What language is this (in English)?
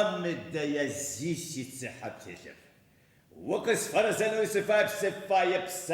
Adyghe